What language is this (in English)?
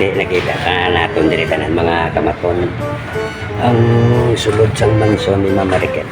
Hiligaynon